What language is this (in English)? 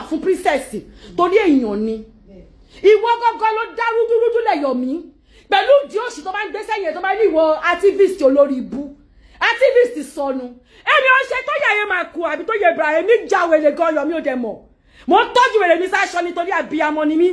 Yoruba